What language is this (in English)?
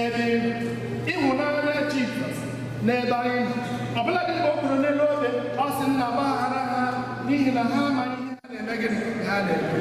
Igbo